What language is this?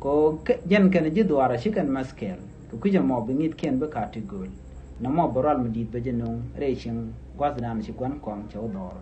Nuer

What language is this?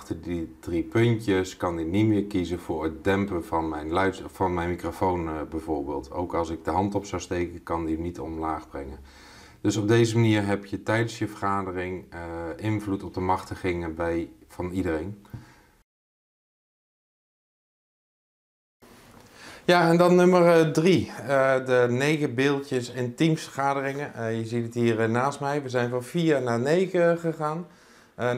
Dutch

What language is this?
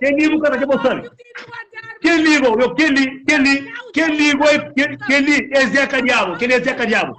Kabuverdianu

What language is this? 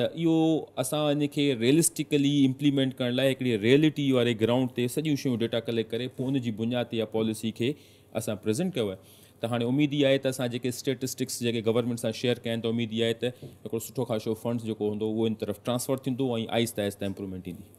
Sindhi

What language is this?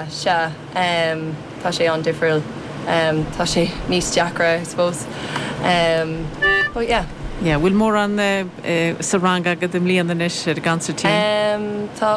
Irish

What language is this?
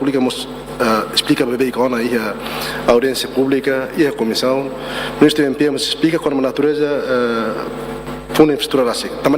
Tetum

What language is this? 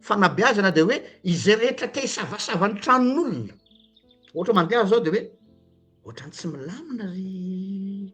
Malagasy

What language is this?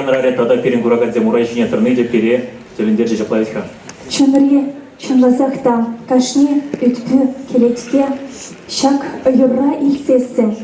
Chuvash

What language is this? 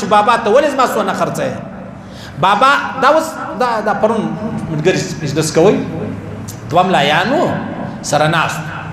Pashto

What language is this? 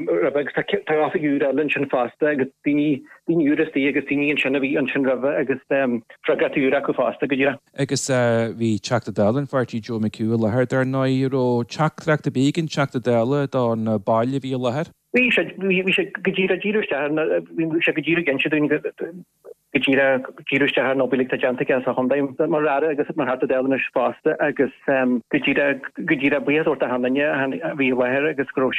Irish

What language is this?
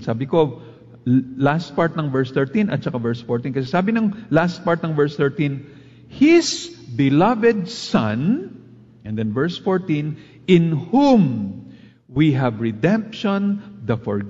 Filipino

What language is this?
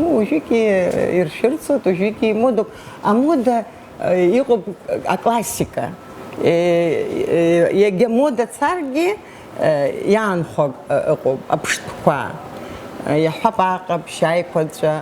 Abkhazian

